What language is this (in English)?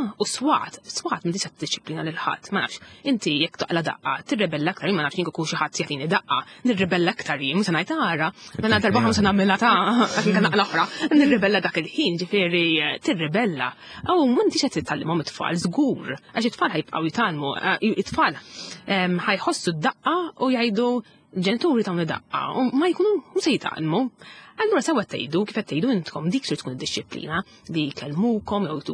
Maltese